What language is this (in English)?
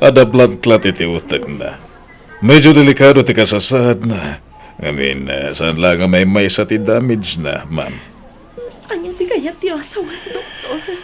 Iloko